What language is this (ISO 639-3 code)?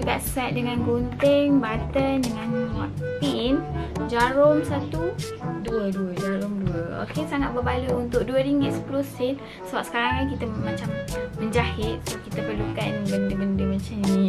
msa